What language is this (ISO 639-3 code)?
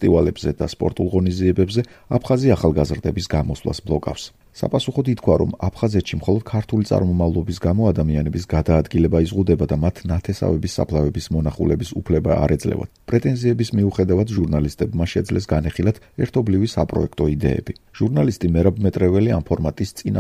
kat